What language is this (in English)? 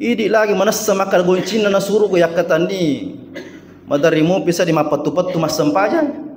Buginese